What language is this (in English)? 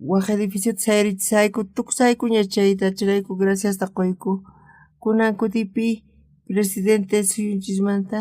South Bolivian Quechua